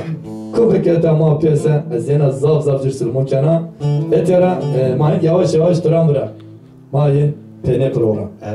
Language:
Zaza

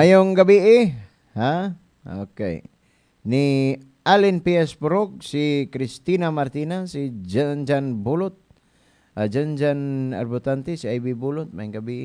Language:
Cebuano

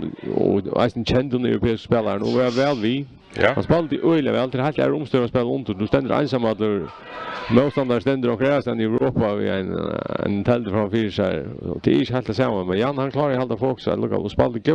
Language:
Faroese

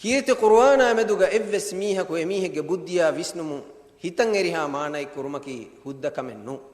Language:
Divehi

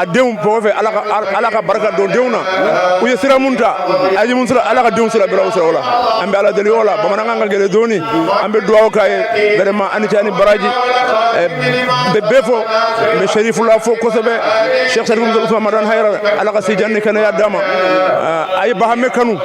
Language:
Bambara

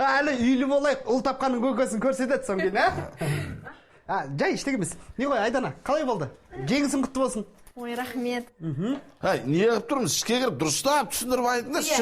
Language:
Kazakh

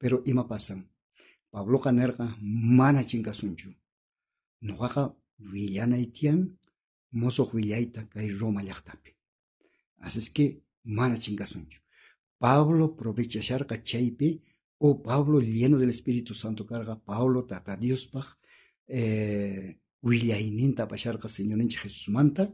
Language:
South Bolivian Quechua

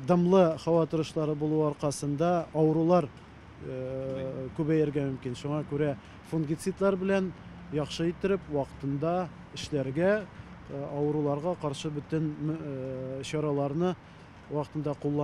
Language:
Tatar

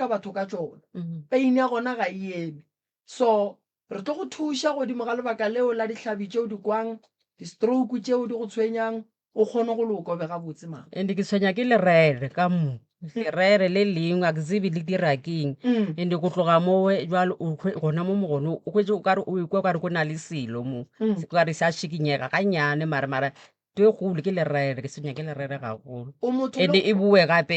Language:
Northern Sotho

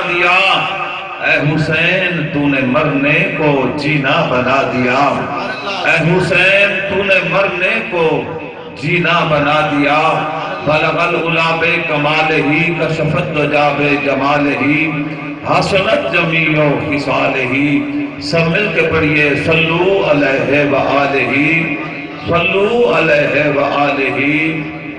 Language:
Saraiki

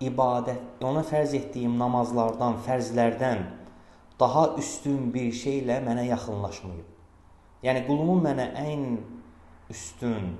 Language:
Azerbaijani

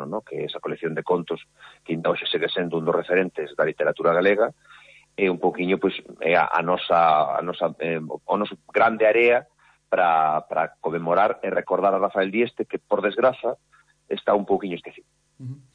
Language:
Galician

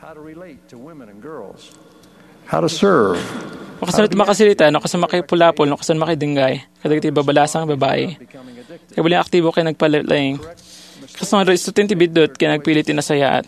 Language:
Iloko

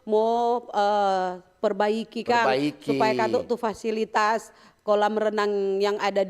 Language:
Manado Malay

